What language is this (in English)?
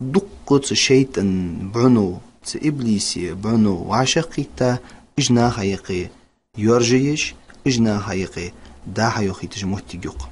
Ingush